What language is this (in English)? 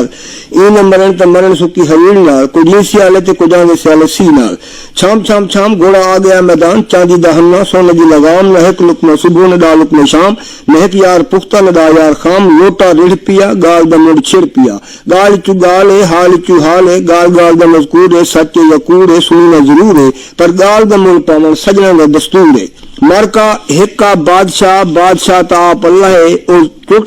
Saraiki